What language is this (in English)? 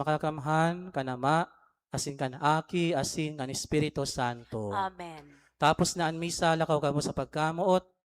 Bikol